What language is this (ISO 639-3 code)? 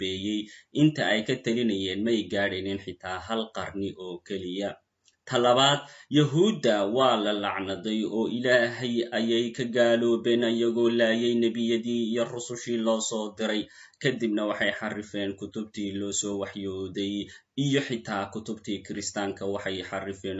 som